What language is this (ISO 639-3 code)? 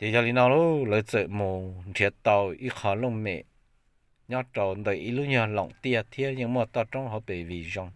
hmn